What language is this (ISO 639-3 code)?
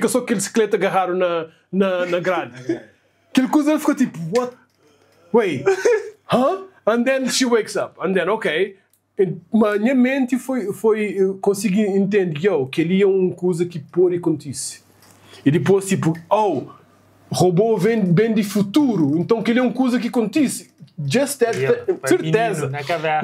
kea